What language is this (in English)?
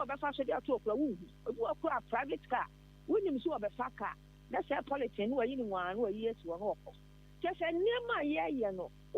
Akan